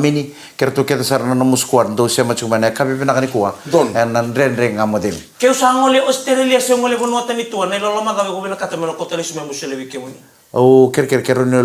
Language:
Fijian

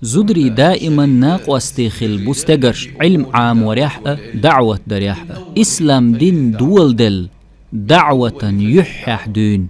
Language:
Chechen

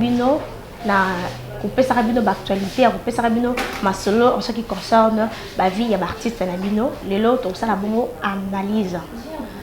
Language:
Lingala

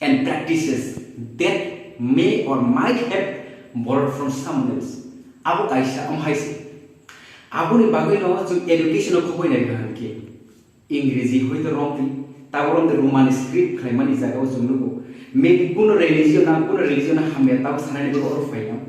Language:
Kok Borok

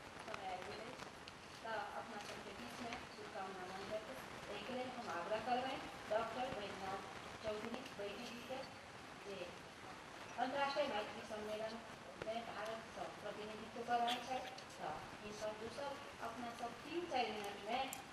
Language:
Maithili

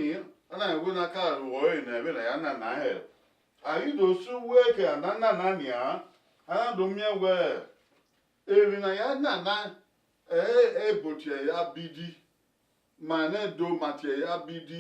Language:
Bini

